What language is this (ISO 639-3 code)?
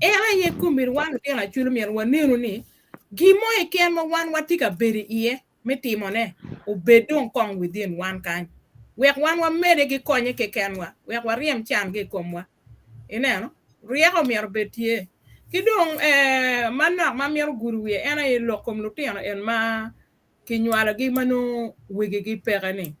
ach